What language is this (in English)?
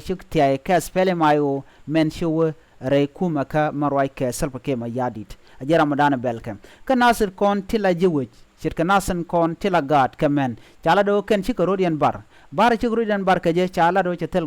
Nuer